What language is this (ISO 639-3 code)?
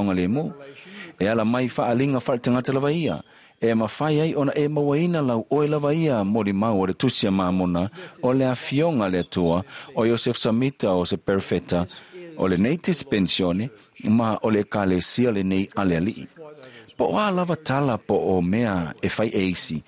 smo